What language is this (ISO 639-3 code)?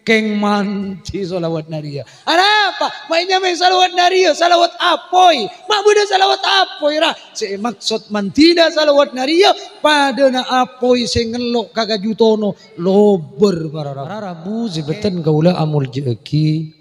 mad